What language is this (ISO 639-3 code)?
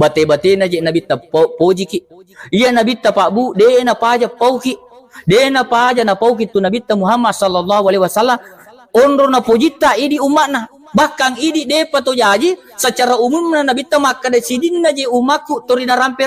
bug